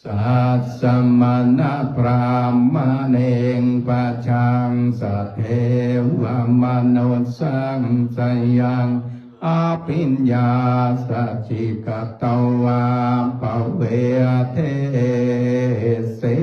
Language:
Pali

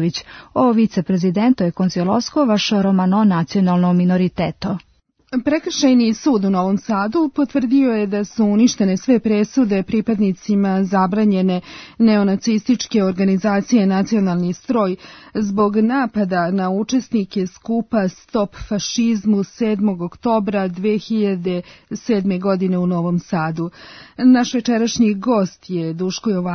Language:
Serbian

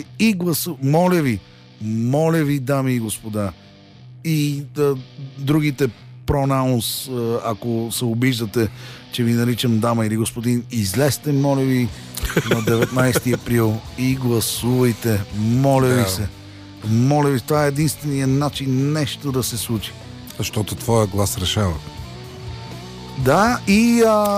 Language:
Bulgarian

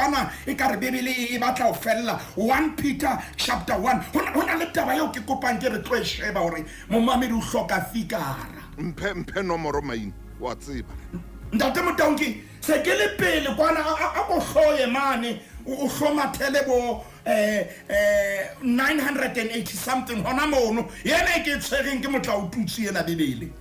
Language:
Southern Sotho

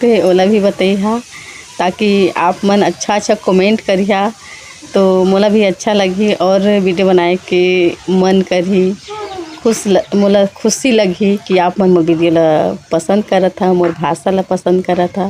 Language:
Chhattisgarhi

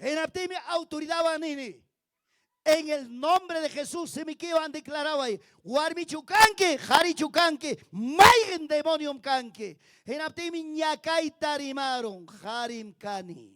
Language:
Ayacucho Quechua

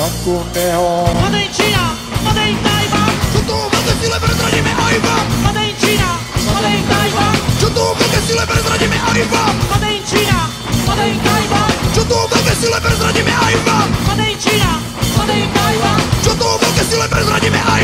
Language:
Slovak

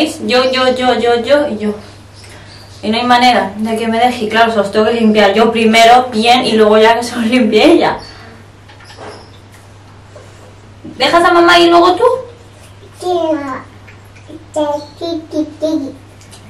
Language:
Spanish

